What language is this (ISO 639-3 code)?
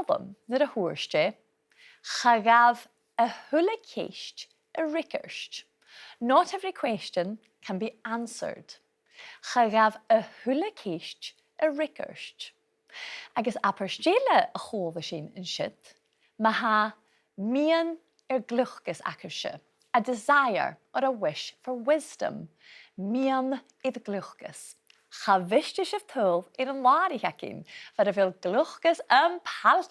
gla